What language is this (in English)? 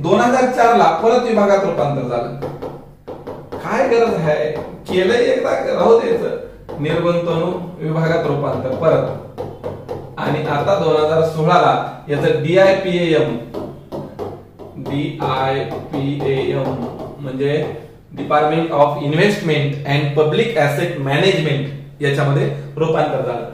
Marathi